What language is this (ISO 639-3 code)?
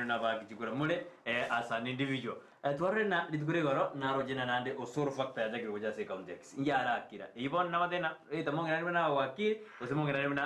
guz